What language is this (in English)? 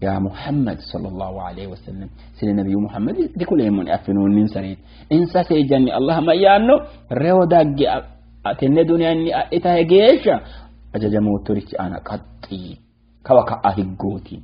Sidamo